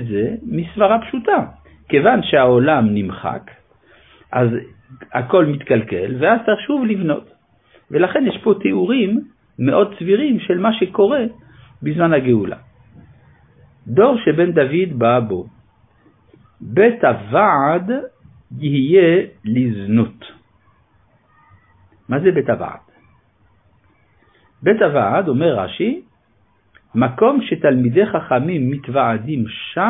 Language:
Hebrew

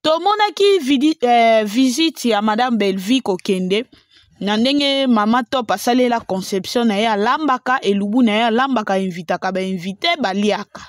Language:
Lingala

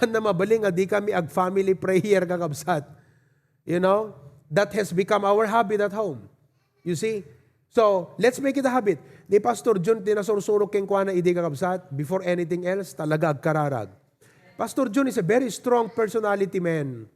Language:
Iloko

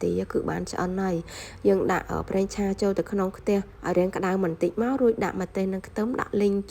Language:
Khmer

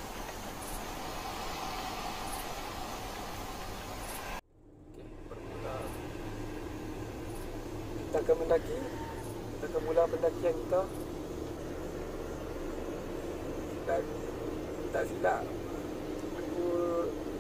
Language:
Malay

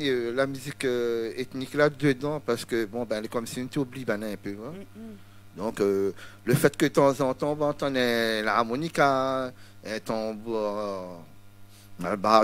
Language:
Réunion Creole French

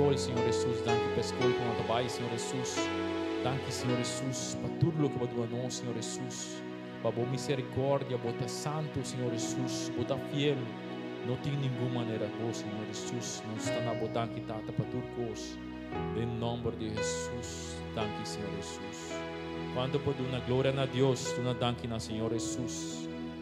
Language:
Papiamento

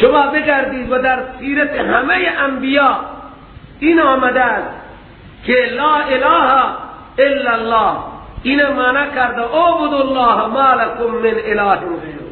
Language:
Persian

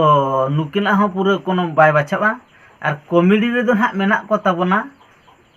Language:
Santali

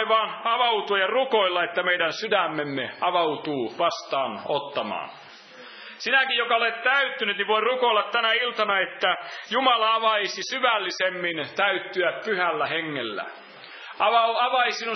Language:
Finnish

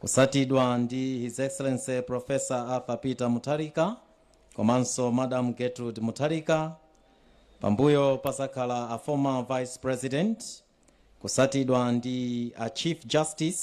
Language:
Nyanja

